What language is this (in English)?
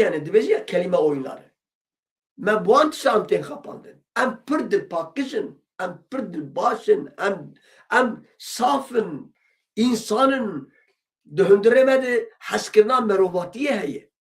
Kurdish